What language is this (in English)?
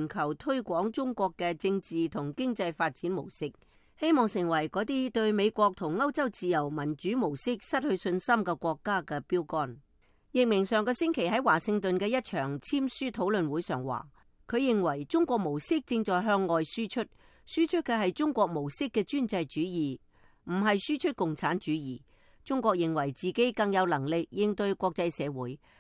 Cantonese